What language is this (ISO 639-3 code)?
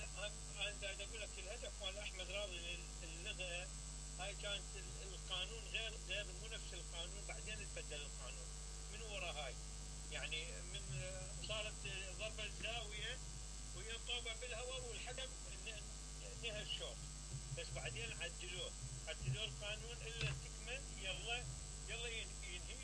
acm